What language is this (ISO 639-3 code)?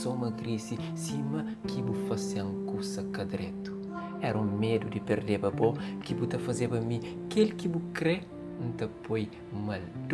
kea